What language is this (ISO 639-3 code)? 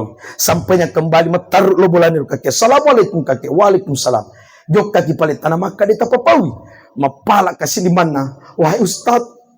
bug